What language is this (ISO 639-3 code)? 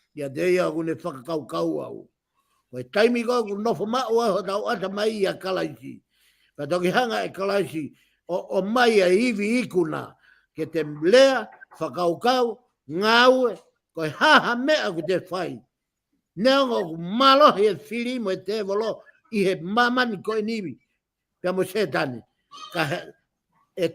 ton